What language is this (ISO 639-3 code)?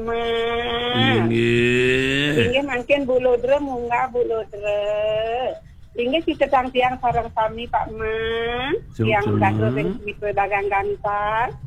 ban